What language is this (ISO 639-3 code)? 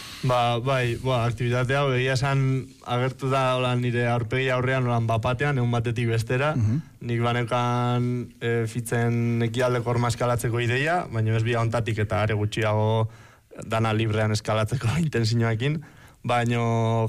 eus